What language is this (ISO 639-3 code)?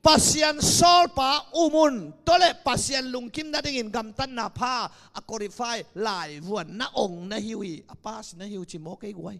ctd